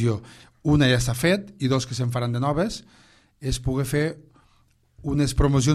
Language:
Catalan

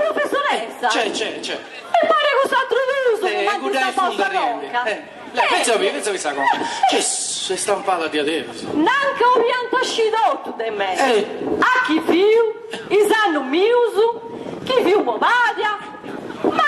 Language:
Sardinian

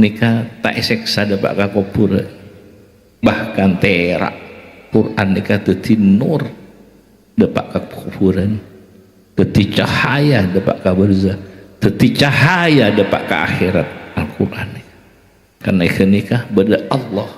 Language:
Madurese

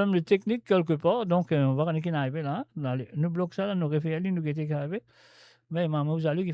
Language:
Morisyen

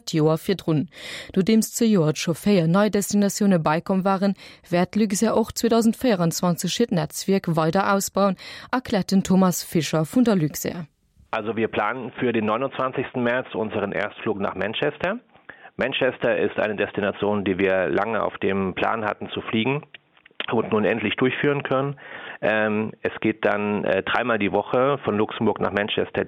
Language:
Luxembourgish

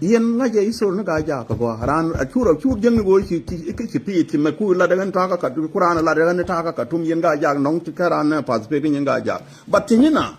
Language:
Nuer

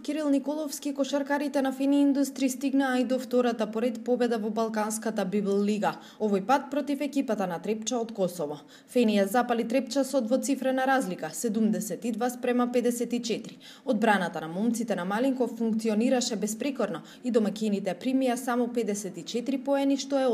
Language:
Macedonian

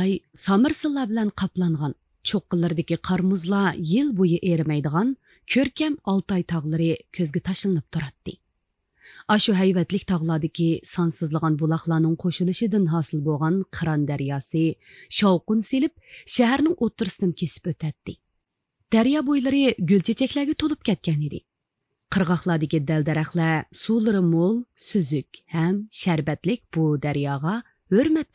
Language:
Uyghur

